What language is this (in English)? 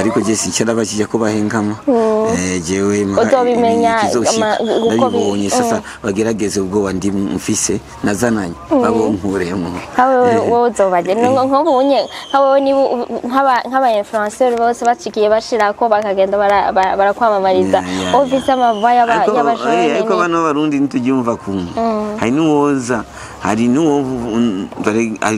Rundi